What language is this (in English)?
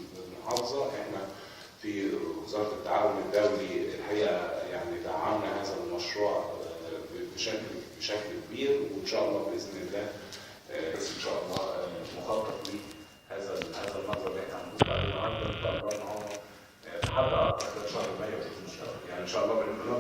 Egyptian Arabic